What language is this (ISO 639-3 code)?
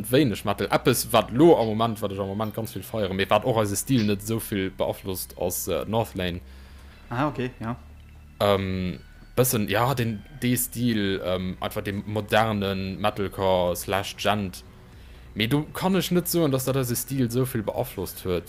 ltz